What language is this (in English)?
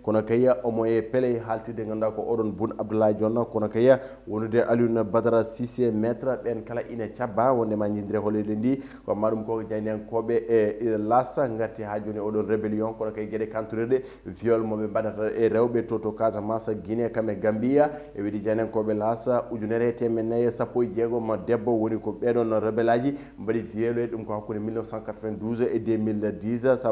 Fula